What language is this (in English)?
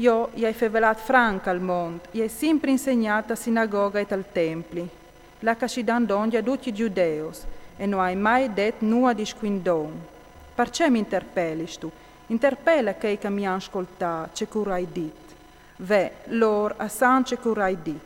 Friulian